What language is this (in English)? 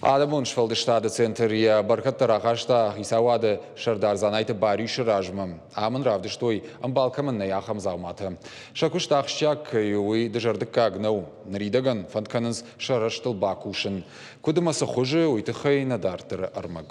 Ossetic